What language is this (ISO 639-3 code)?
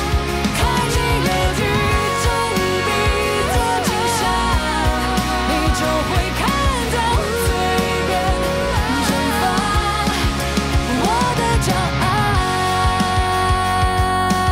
zho